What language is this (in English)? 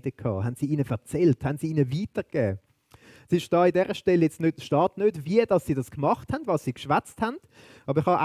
Swiss German